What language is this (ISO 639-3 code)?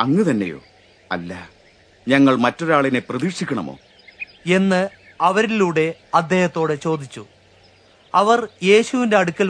mal